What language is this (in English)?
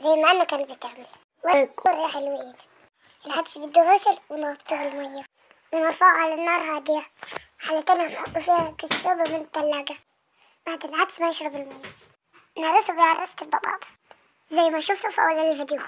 Egyptian Arabic